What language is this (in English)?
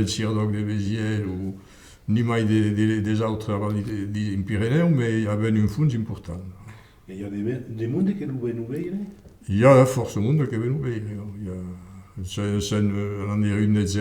Occitan